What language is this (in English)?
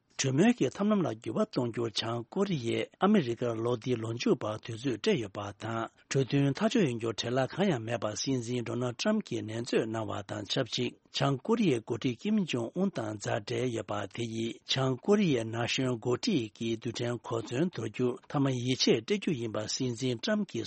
Tibetan